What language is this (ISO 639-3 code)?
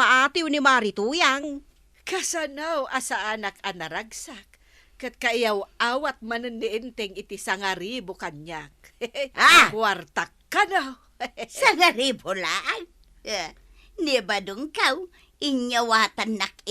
ilo